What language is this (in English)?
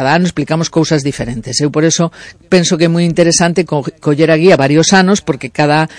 Galician